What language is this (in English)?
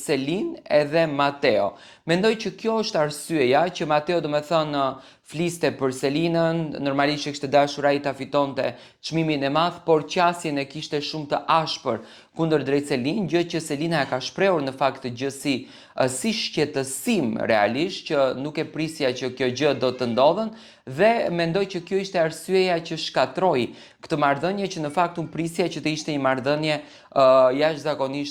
Albanian